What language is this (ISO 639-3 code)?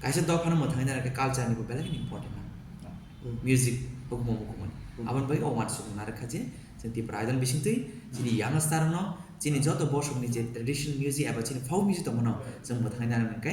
trp